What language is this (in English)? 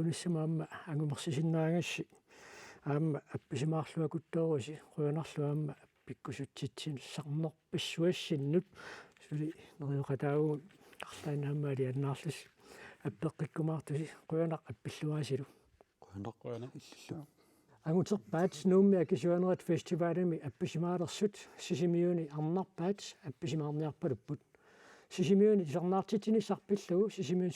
Kalaallisut